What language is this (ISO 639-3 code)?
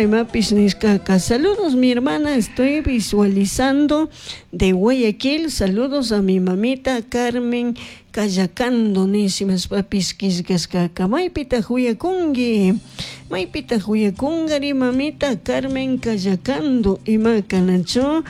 qug